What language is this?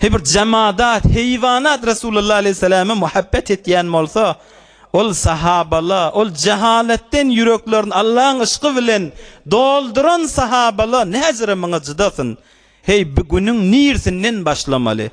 Turkmen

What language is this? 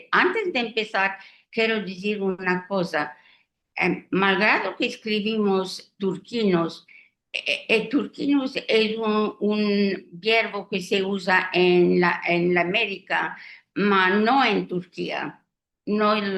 Ladino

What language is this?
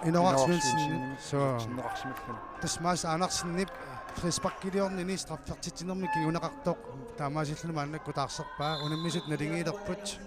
Kalaallisut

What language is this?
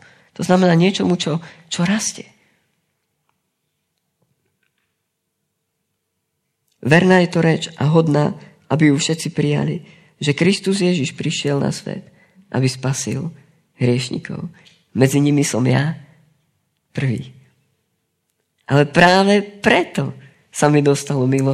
Slovak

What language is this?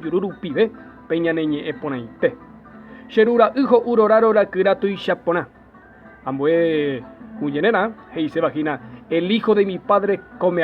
Guarani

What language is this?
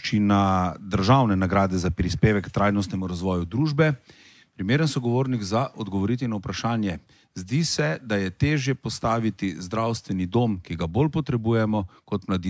Slovenian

